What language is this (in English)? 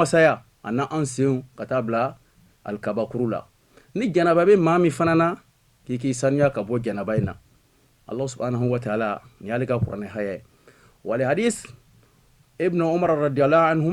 Bambara